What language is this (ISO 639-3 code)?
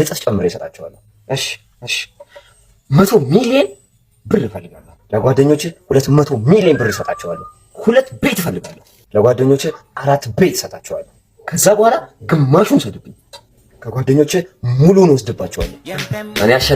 amh